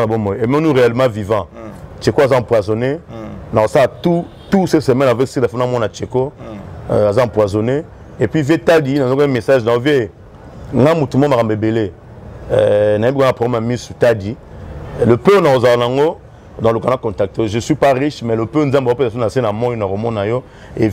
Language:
Lingala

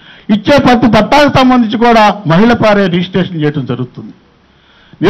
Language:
Telugu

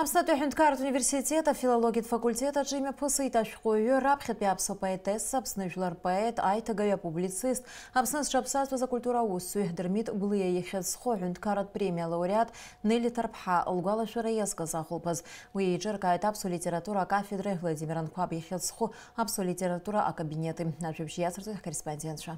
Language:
Abkhazian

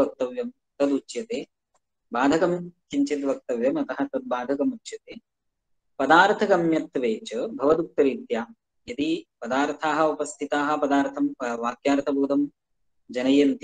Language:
Sanskrit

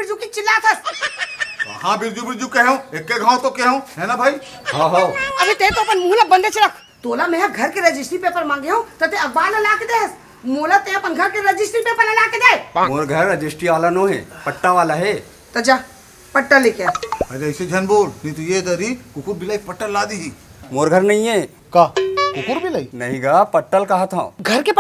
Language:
Chhattisgarhi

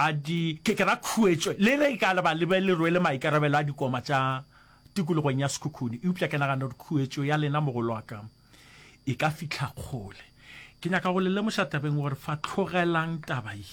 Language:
Northern Sotho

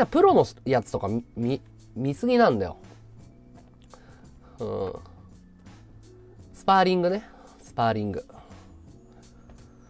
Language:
Japanese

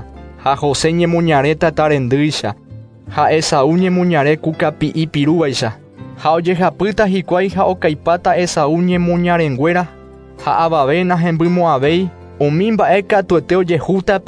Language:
Guarani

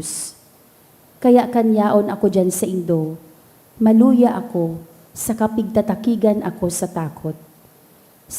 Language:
Bikol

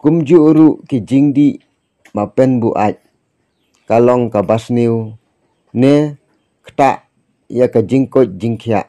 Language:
Khasi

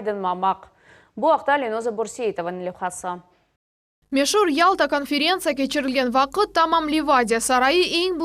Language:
Crimean Tatar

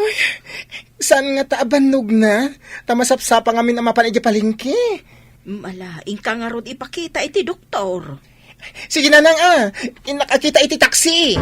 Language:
Iloko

